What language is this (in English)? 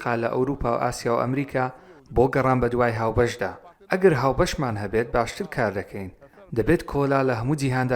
Central Kurdish